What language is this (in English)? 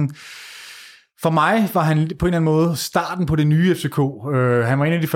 Danish